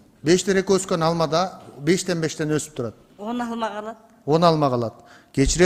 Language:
Kyrgyz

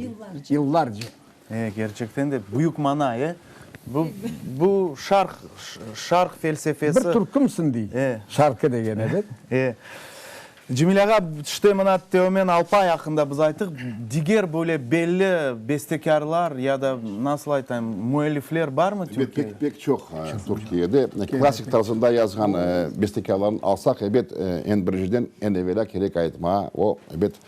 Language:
Crimean Tatar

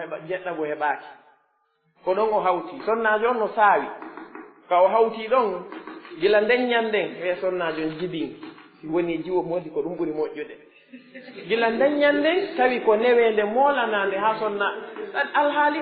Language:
Pular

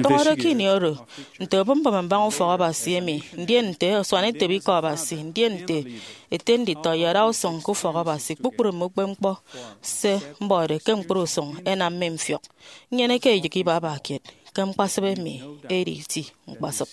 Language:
Efik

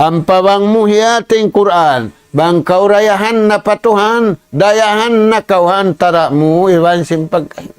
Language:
Tausug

